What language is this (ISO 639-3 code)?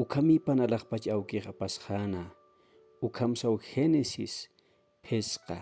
aym